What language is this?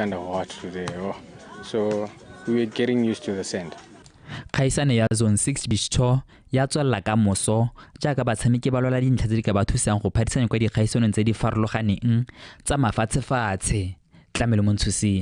Tswana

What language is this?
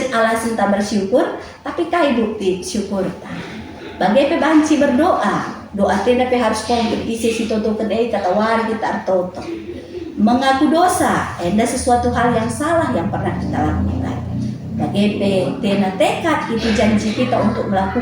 Batak Karo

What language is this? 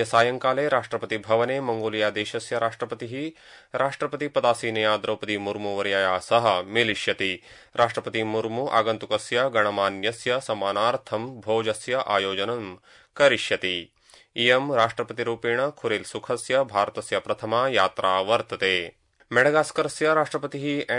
Sanskrit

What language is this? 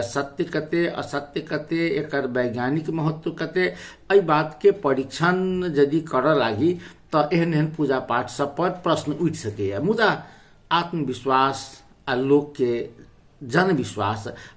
Maithili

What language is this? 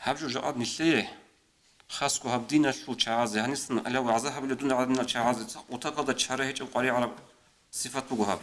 Avaric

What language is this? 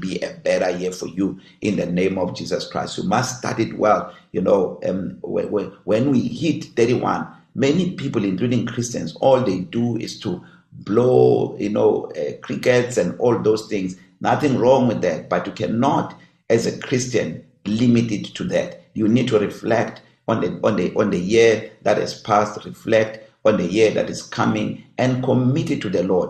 English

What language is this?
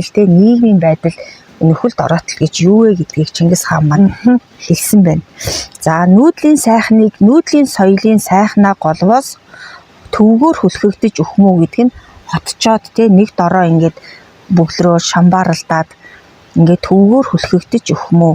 Mongolian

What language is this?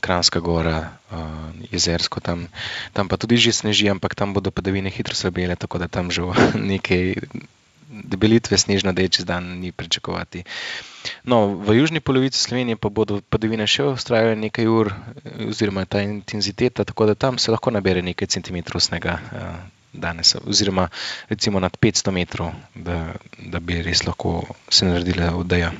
Slovenian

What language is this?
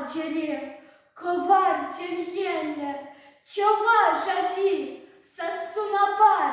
Chuvash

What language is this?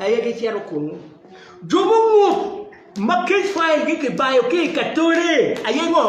Acoli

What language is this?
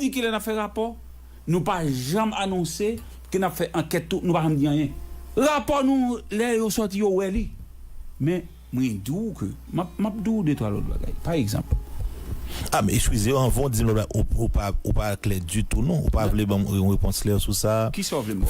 Haitian Creole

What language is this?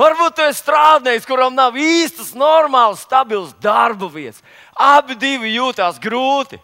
Latvian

